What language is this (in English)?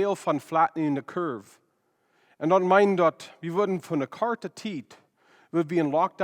Plautdietsch